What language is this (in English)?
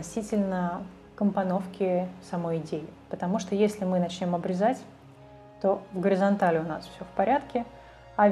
Russian